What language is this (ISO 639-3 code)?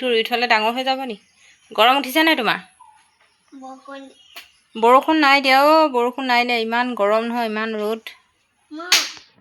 asm